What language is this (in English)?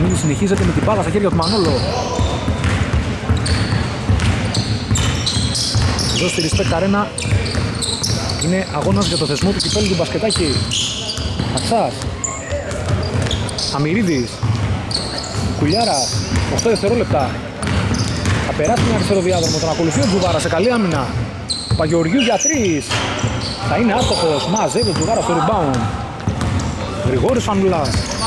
Greek